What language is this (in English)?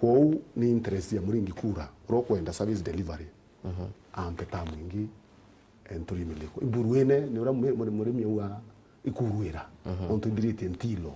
Meru